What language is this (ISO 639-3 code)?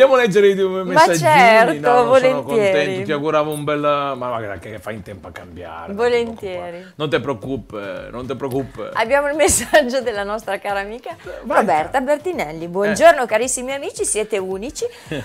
ita